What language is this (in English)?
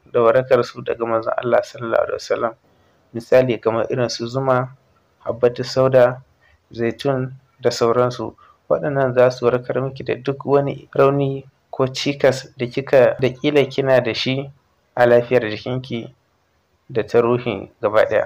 Hausa